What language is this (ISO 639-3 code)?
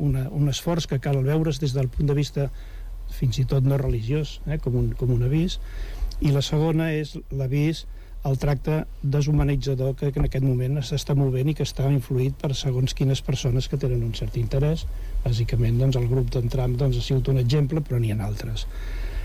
cat